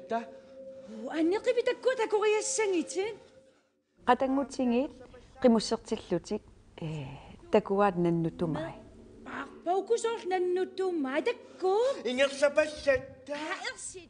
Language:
Kalaallisut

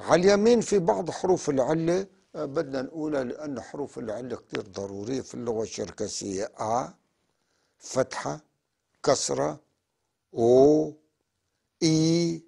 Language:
North Levantine Arabic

